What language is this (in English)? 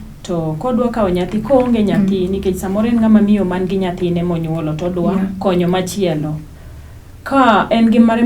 Luo (Kenya and Tanzania)